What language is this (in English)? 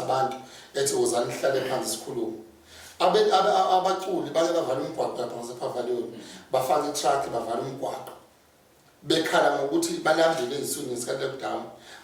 Zulu